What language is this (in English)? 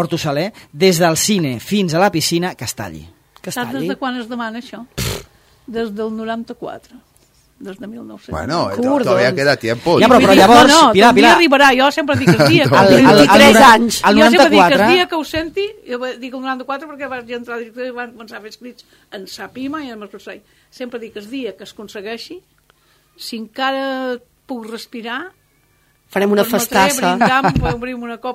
Catalan